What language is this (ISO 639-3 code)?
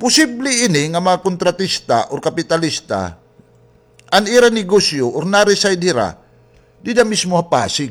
war